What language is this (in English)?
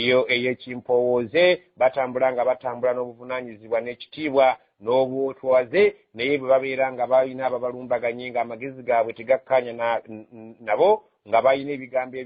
Ganda